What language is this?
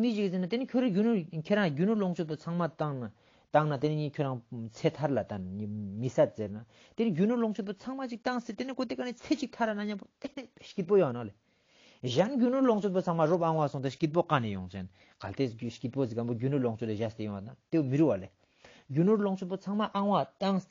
Ladakhi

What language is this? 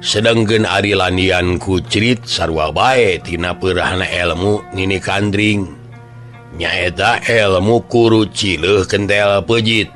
Sundanese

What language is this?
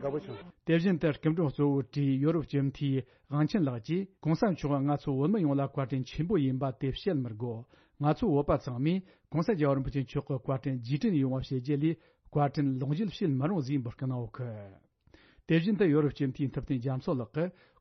Tibetan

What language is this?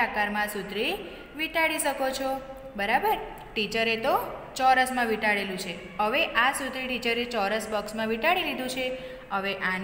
Gujarati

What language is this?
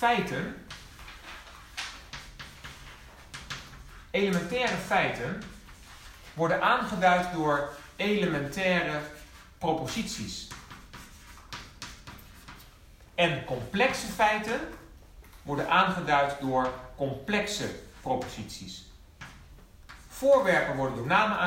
Dutch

